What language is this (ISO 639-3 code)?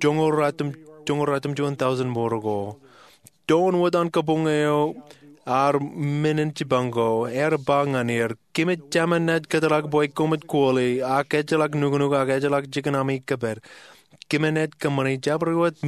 mah